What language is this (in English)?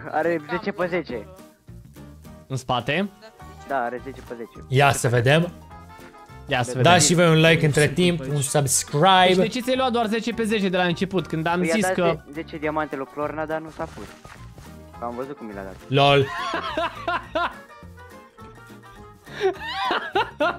Romanian